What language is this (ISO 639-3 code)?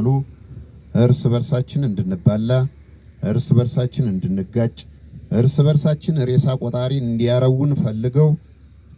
amh